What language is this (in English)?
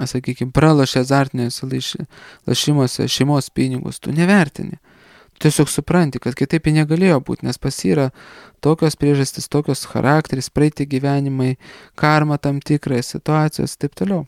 Lithuanian